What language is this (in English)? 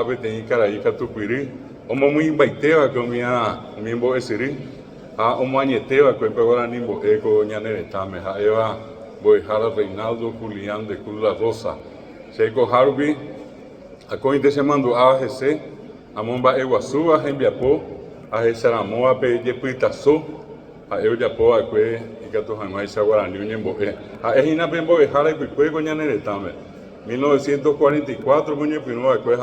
Guarani